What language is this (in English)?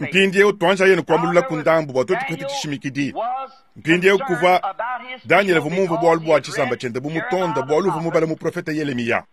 Luba-Lulua